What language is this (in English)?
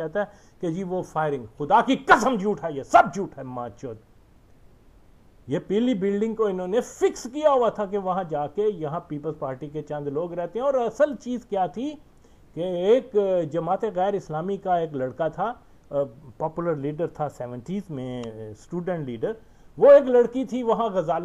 Urdu